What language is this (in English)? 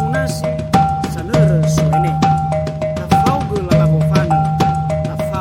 Nias